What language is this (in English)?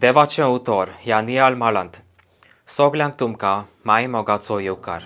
Konkani